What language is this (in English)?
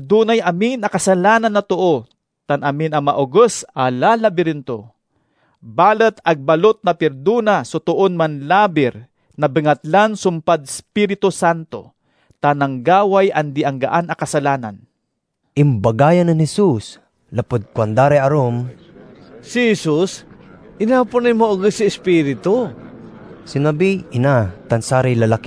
Pangasinan